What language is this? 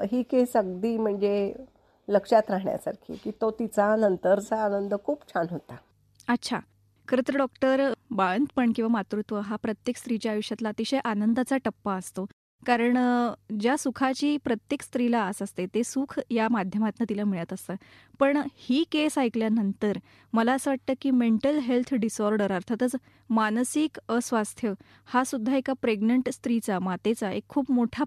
Marathi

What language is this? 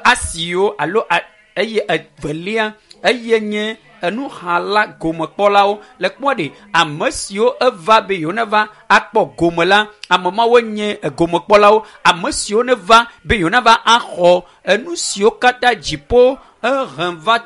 Ewe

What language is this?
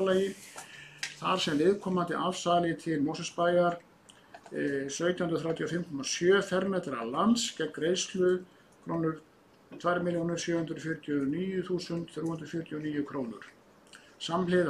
Icelandic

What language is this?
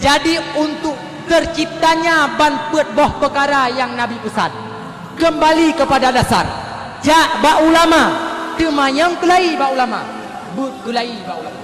Achinese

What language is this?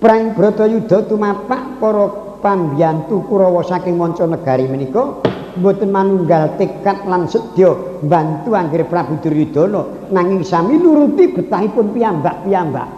Javanese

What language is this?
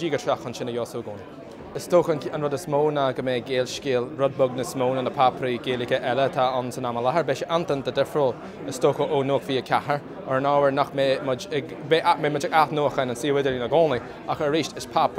Irish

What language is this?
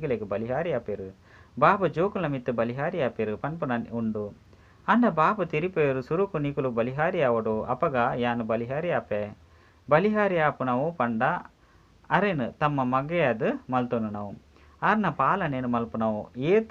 Tulu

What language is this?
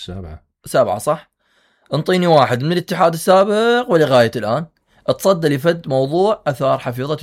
Mesopotamian Arabic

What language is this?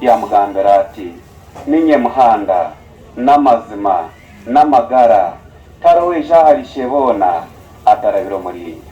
Nyankole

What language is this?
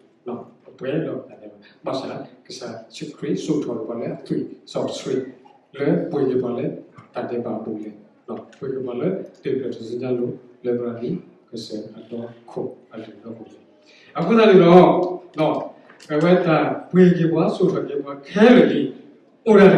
S'gaw Karen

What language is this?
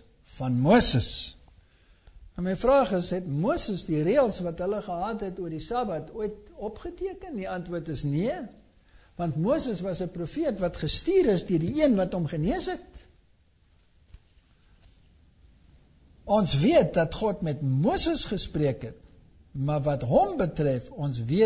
Afrikaans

